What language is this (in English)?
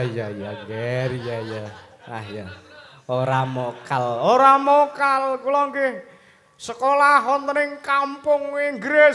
Javanese